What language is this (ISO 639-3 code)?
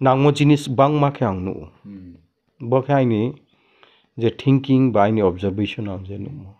ria